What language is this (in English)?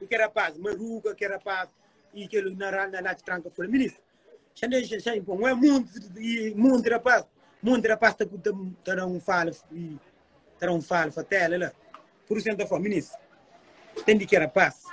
Kabuverdianu